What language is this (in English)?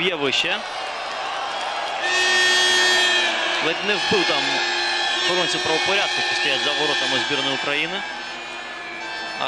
Ukrainian